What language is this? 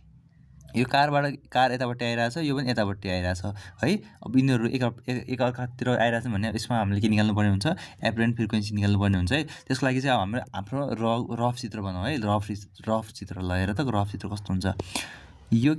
Nepali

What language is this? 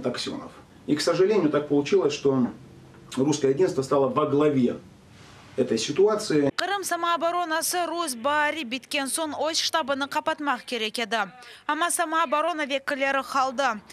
Crimean Tatar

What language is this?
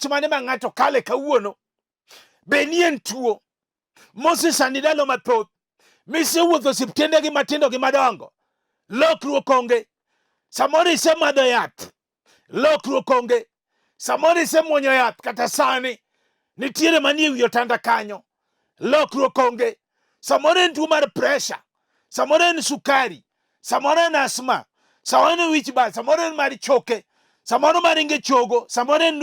Luo (Kenya and Tanzania)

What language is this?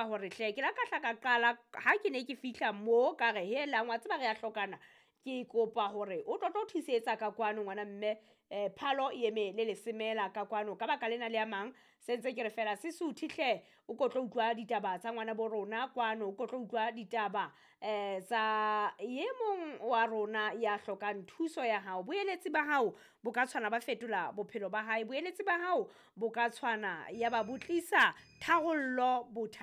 Southern Sotho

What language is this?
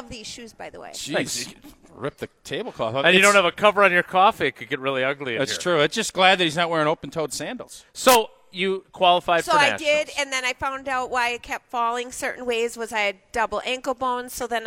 English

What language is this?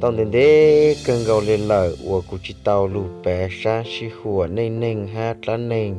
Hmong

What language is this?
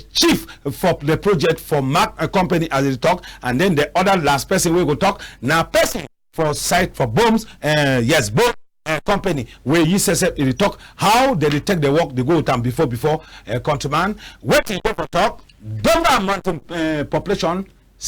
Cameroon Pidgin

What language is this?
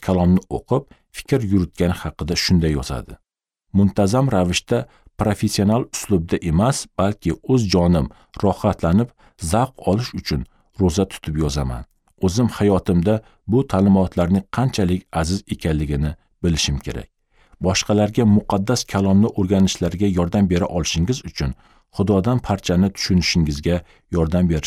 Uzbek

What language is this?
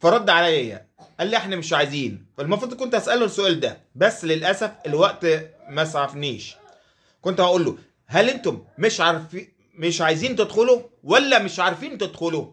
Egyptian Arabic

